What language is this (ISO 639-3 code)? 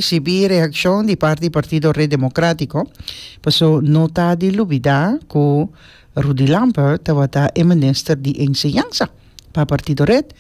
pap